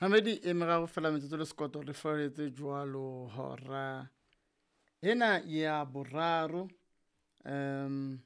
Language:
Southern Sotho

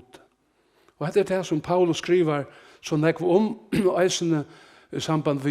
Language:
Faroese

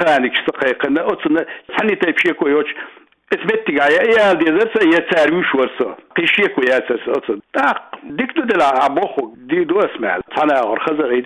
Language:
Chechen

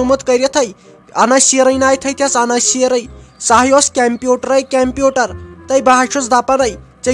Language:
Kashmiri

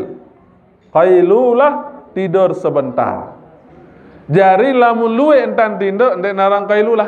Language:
Sasak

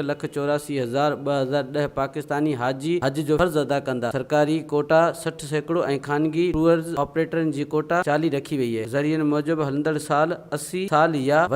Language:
Sindhi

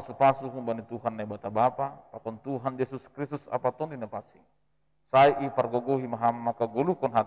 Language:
Batak Simalungun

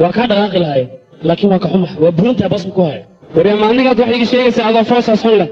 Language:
Somali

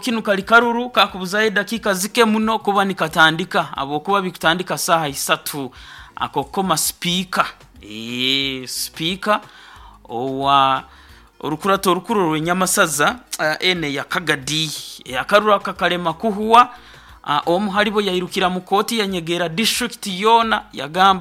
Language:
Nyoro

